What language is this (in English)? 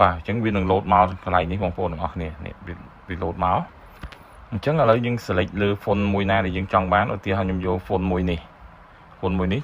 Khmer